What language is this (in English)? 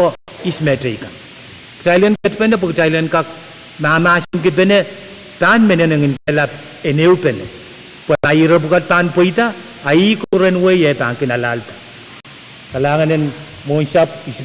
Pohnpeian